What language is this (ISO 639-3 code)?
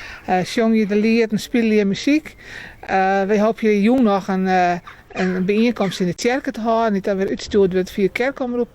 fry